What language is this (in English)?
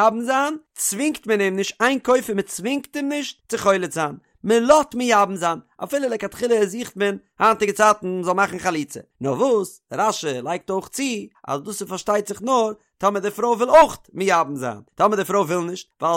Yiddish